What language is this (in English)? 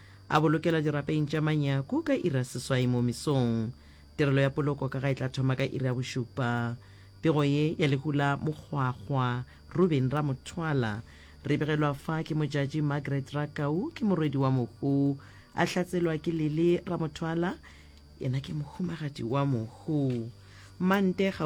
Northern Sotho